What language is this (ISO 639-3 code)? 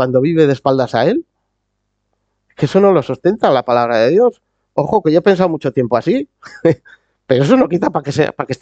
spa